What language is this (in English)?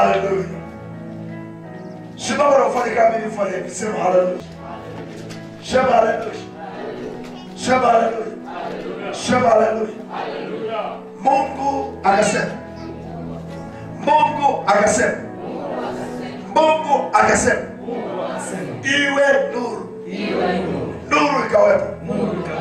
Swahili